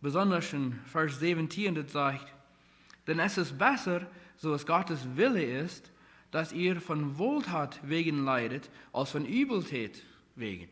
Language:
Plautdietsch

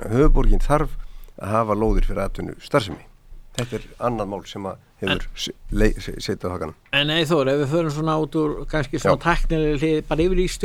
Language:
Icelandic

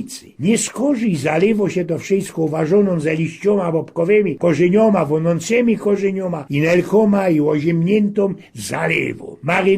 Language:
Silesian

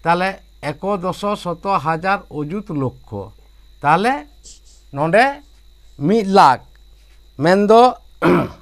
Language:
Santali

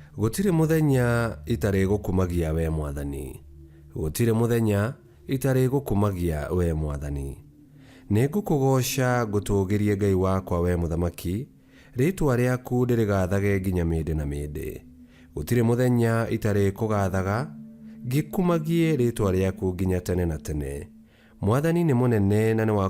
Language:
Kikuyu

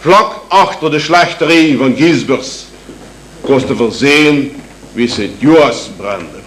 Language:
Limburgish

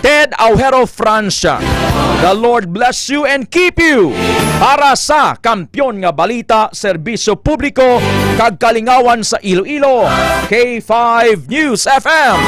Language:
Hiligaynon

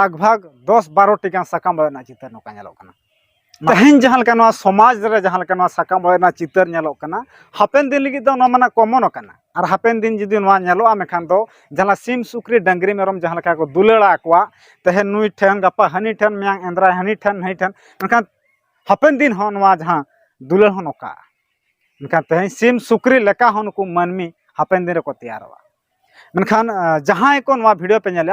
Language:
Santali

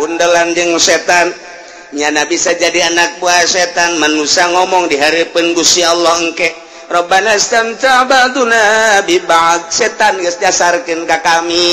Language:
Sundanese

